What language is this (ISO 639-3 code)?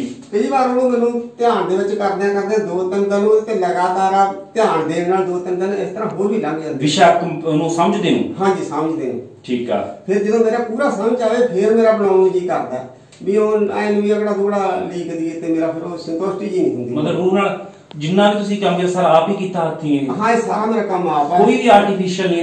pan